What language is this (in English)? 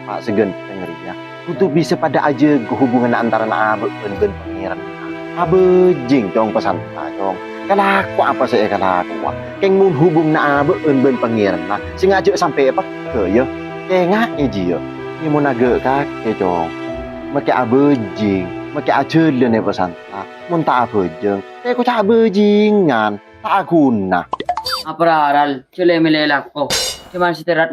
Madurese